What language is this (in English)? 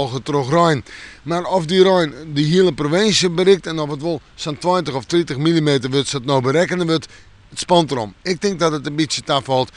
Western Frisian